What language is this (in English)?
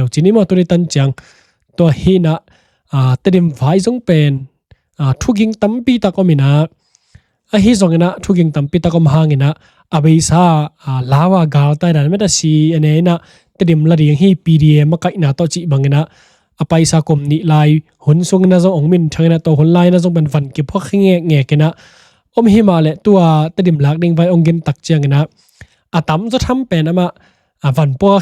Tedim Chin